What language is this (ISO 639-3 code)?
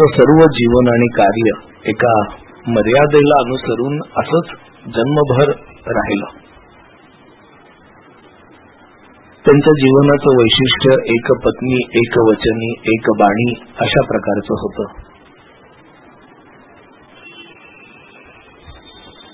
mar